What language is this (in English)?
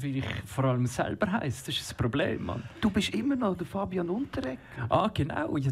Swiss German